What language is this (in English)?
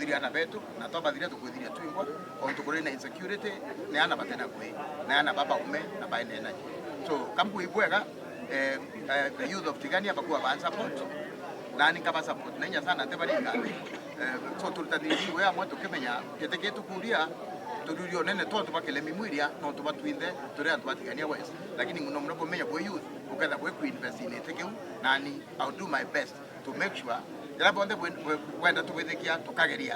Meru